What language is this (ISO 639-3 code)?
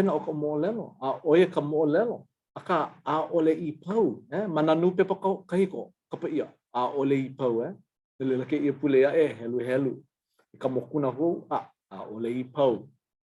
haw